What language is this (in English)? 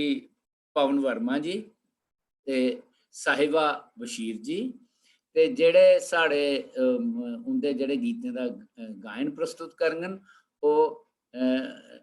Dogri